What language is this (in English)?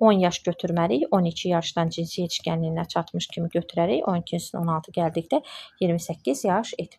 Azerbaijani